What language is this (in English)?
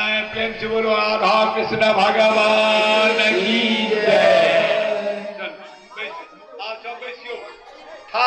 Maithili